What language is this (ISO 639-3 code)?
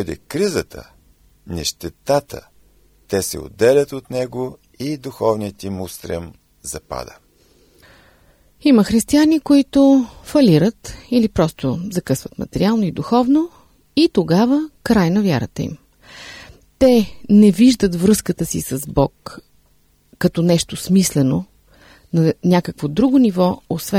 bul